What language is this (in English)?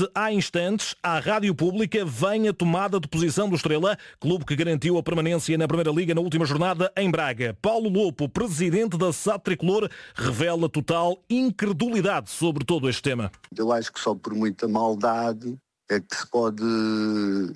Portuguese